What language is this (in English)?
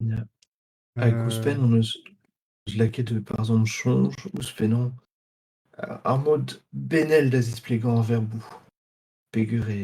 Breton